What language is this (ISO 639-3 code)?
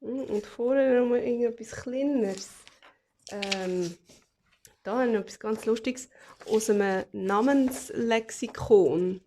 gsw